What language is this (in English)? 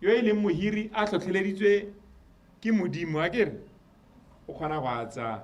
Tswana